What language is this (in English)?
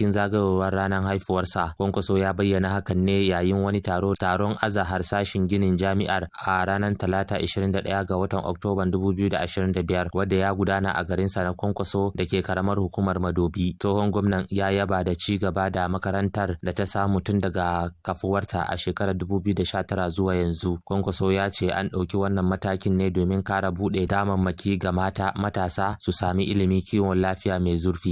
Hausa